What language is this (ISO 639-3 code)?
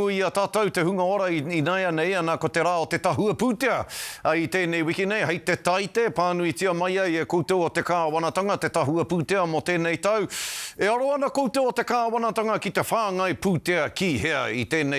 mri